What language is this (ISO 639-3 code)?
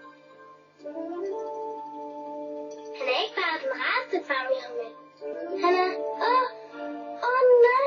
dan